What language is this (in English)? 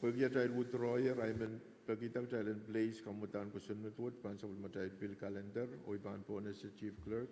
Pohnpeian